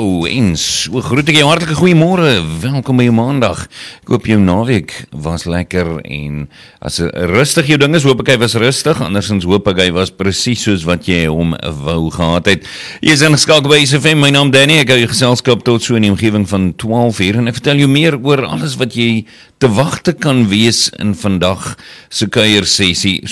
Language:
Afrikaans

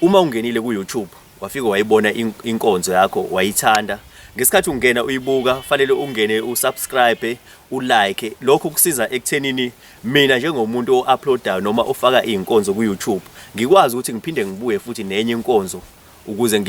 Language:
Zulu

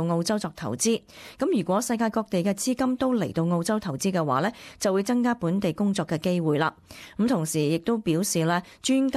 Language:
Cantonese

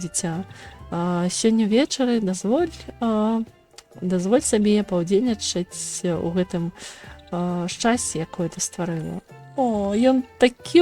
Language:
Belarusian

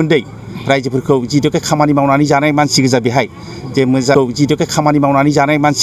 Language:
Bodo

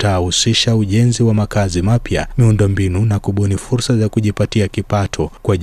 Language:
Swahili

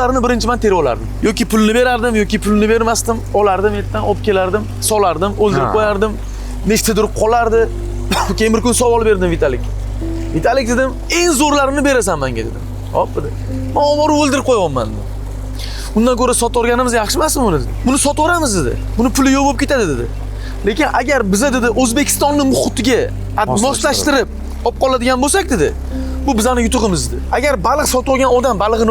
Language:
Uzbek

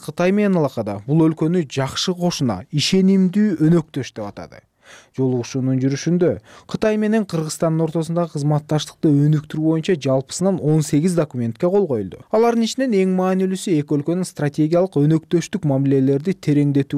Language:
Kyrgyz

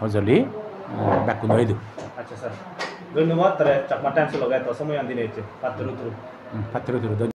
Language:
Chakma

